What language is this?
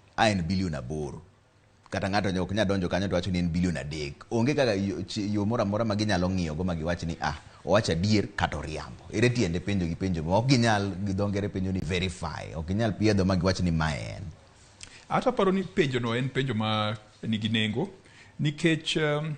Luo (Kenya and Tanzania)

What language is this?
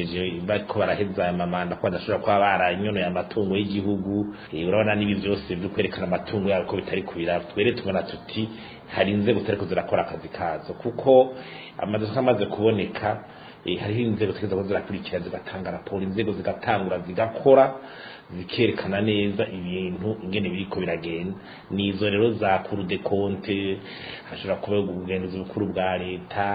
Rundi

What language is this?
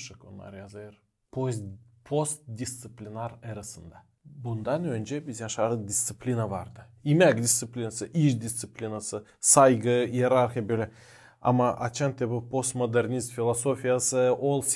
Gagauz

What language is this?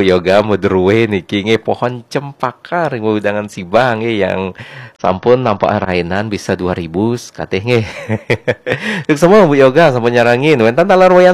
Balinese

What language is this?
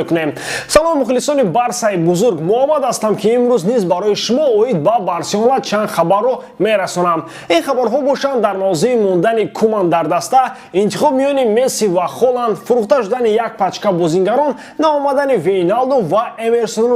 Tajik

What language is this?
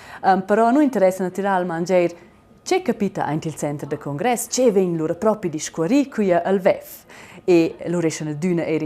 Romansh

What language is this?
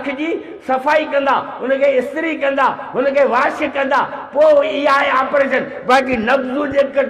Sindhi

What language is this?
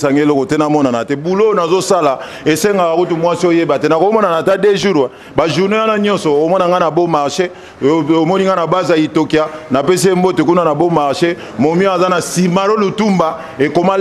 Lingala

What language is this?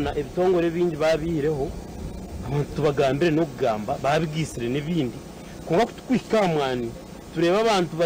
Nyankole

